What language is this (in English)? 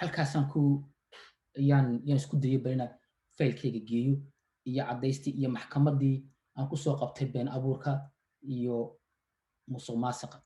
Somali